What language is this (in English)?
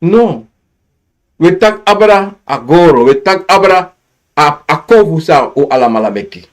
Sranan Tongo